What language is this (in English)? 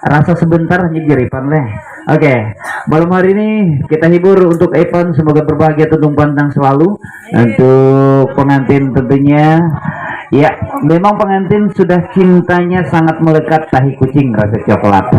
Banjar